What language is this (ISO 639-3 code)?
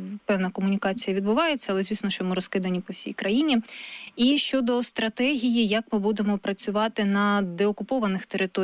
ukr